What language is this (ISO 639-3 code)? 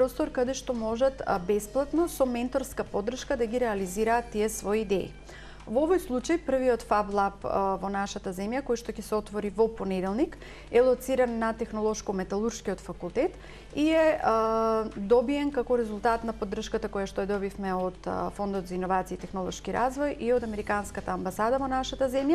mkd